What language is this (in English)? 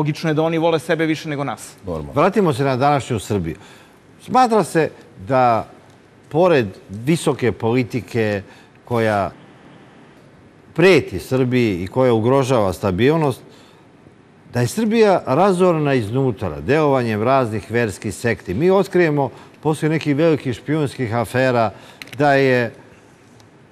Serbian